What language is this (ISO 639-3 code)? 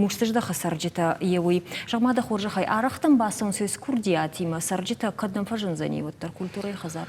oss